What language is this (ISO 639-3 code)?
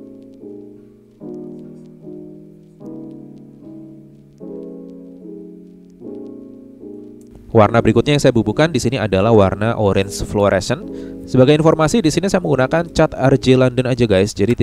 ind